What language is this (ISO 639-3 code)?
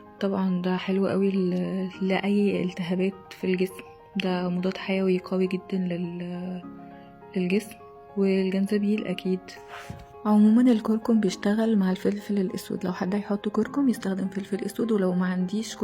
arz